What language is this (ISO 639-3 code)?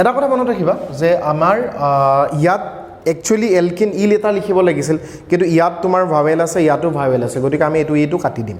asm